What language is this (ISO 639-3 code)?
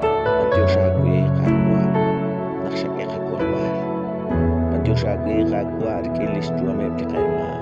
kek